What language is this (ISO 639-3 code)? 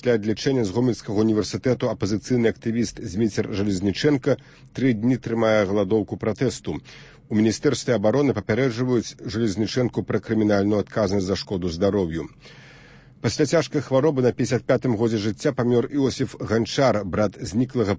bel